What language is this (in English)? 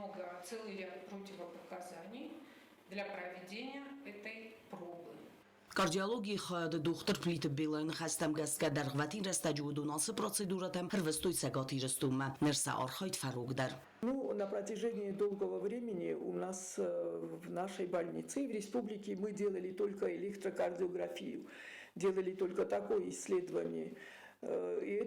Ossetic